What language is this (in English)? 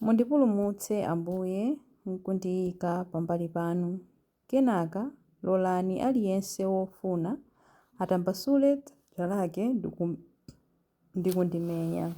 Nyanja